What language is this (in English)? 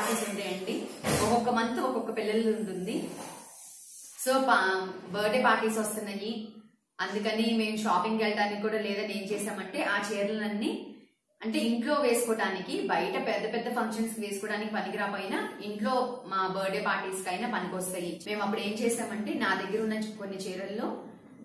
Telugu